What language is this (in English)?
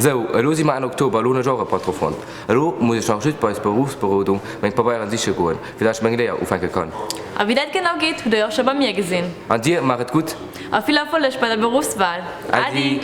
Luxembourgish